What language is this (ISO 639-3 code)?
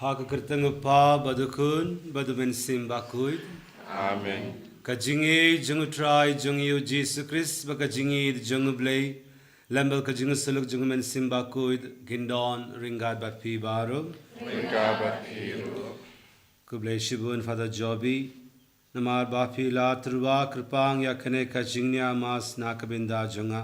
kha